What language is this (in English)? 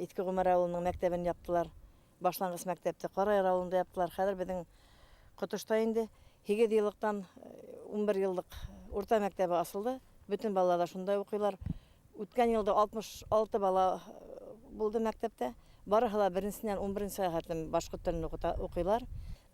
Bashkir